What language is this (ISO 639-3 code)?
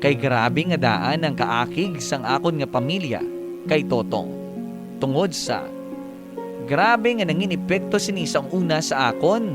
hil